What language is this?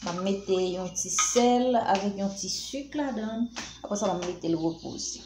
Haitian Creole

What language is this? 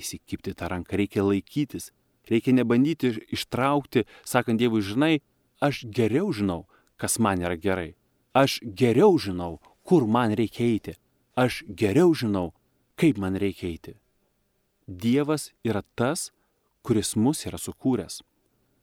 Lithuanian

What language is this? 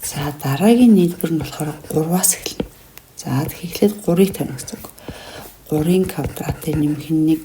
Mongolian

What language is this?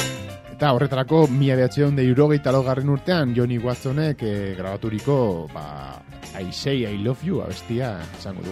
Basque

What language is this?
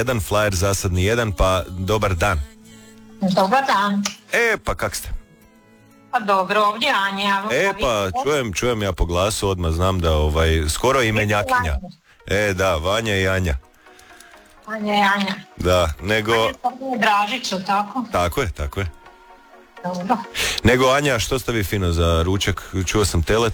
Croatian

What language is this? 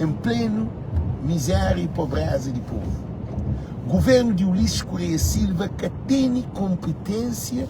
Kabuverdianu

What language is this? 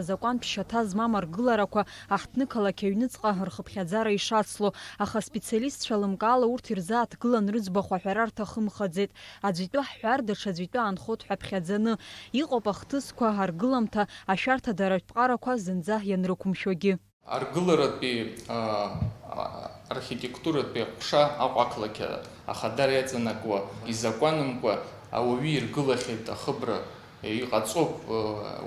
Abkhazian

